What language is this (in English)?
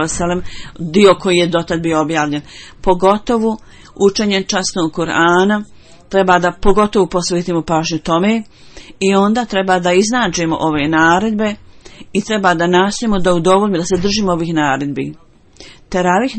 Bosnian